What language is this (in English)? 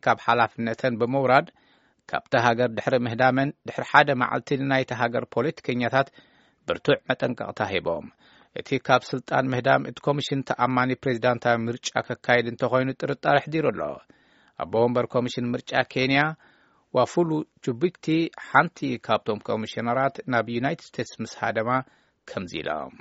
Tigrinya